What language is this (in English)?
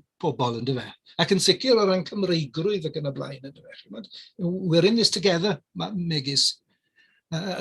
Welsh